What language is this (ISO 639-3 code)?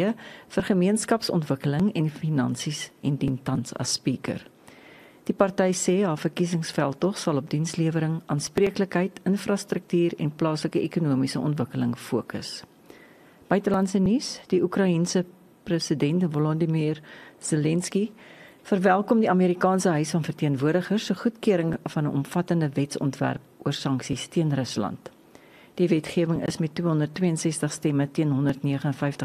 afr